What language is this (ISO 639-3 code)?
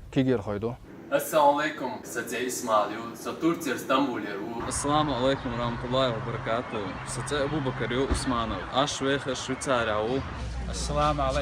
che